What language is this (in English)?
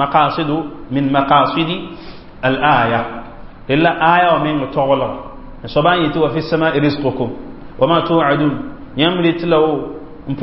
Mossi